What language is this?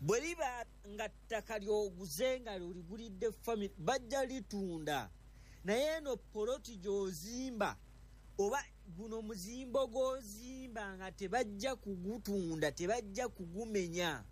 Ganda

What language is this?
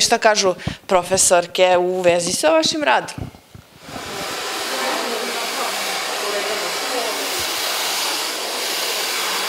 Serbian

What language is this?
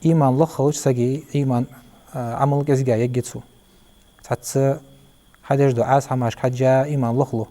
Ingush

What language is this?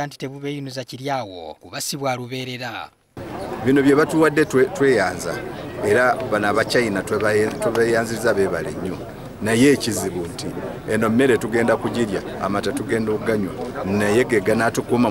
Ganda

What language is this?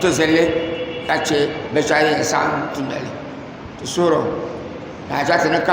Dagbani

